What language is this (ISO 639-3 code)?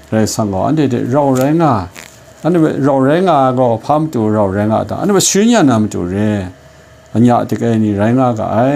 kac